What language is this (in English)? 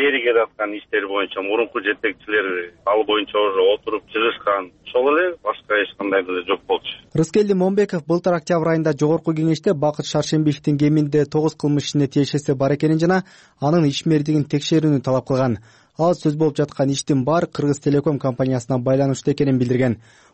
Kyrgyz